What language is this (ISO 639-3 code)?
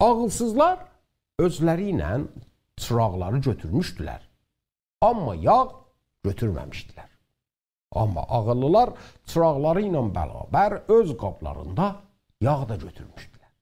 azb